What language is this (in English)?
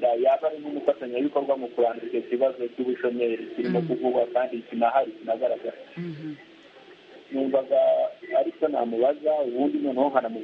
Kinyarwanda